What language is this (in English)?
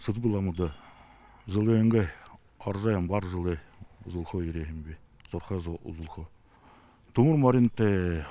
Buriat